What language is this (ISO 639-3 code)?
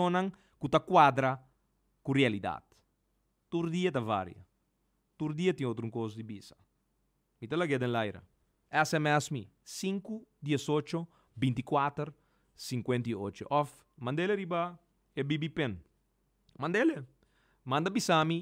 pap